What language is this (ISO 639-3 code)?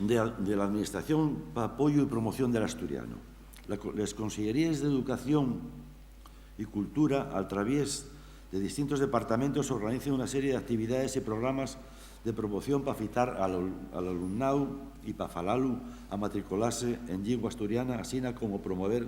ast